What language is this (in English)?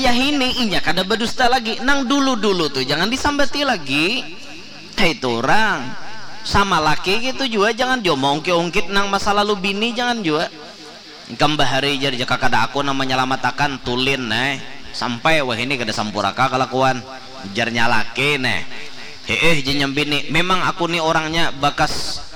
Banjar